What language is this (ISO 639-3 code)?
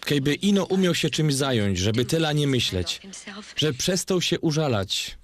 szl